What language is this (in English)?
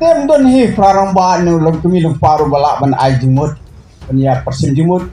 Khasi